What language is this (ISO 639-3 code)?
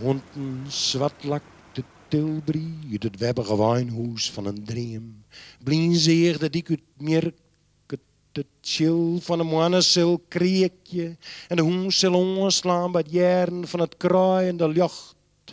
fry